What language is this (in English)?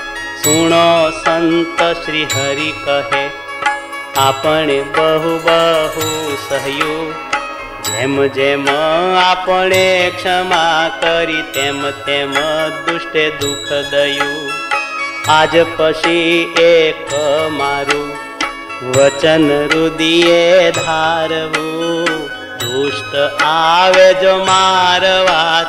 Gujarati